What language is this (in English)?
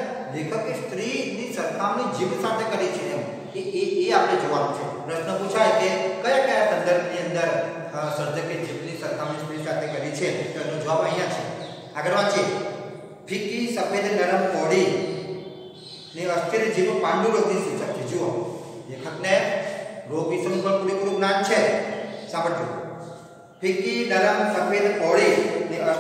Gujarati